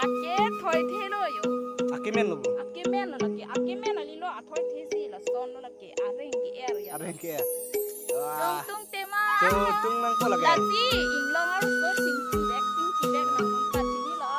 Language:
Karbi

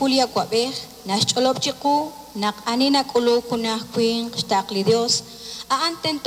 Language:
Kekchí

